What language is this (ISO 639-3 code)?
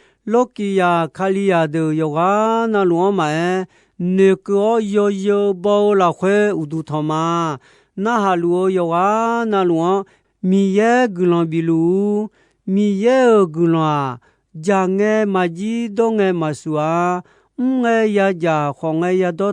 ahk